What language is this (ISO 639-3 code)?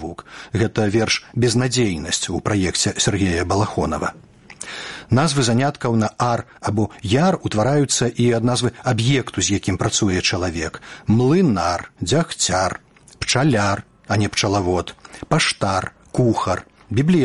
bel